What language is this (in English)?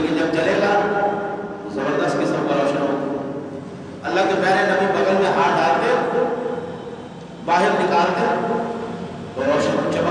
Urdu